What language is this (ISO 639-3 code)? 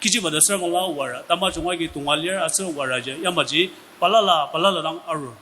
njo